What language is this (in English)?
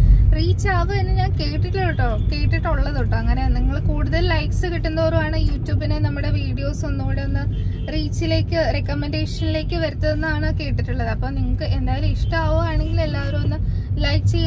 Malayalam